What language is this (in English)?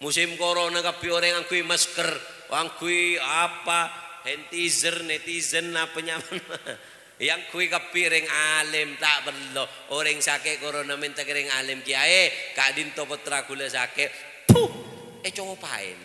Madurese